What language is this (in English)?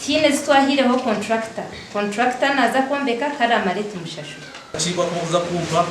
Nyankole